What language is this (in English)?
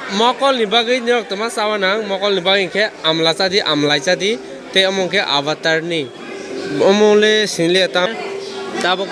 Kok Borok